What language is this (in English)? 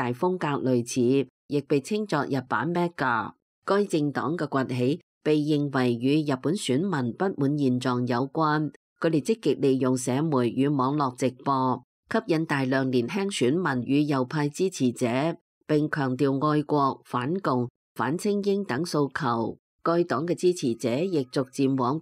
Cantonese